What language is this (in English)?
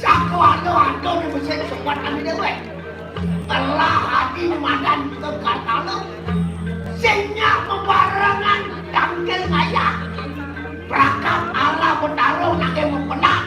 Balinese